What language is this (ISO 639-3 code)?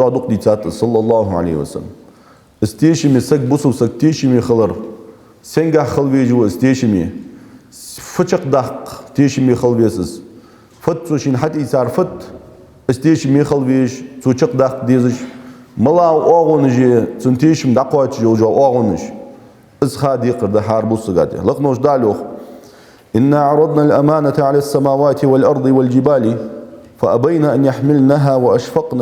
inh